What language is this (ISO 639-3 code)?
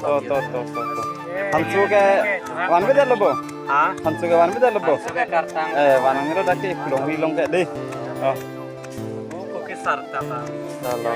mjw